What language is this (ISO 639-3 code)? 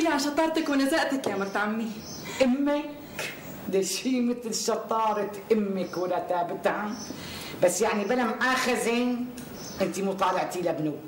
apc